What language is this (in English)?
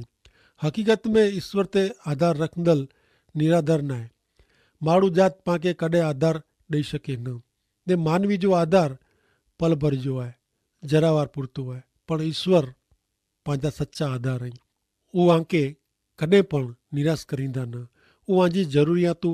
Kachhi